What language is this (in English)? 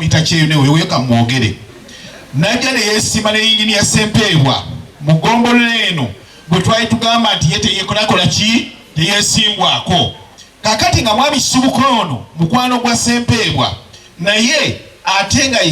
Ganda